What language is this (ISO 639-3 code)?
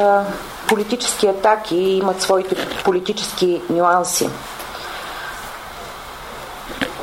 bul